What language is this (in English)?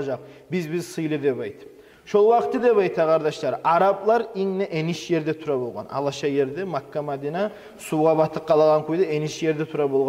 Kumyk